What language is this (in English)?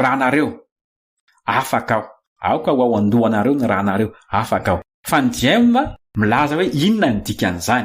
Malagasy